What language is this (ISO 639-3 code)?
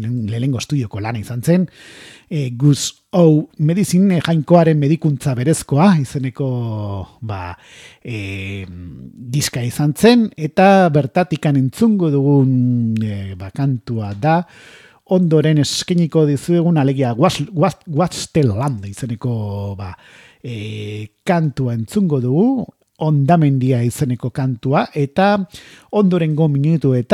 eus